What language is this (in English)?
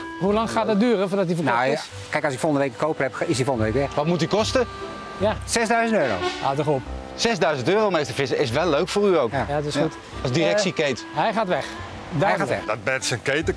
Dutch